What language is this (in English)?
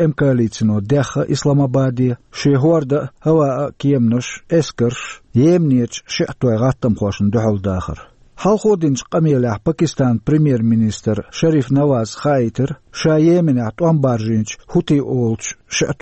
Chechen